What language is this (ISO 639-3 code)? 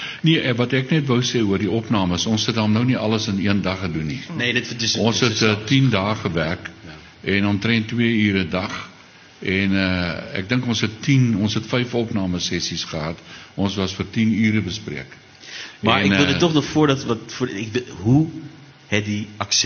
afr